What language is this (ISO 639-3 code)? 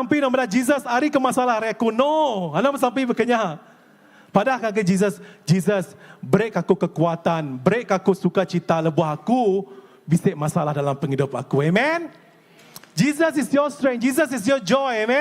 iba